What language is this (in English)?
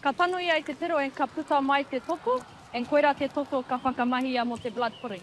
Māori